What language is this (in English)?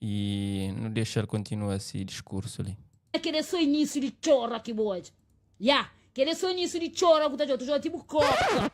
Kabuverdianu